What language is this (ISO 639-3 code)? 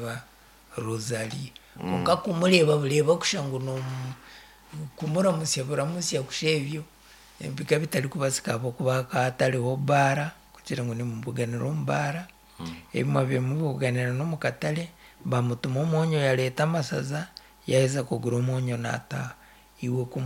nyn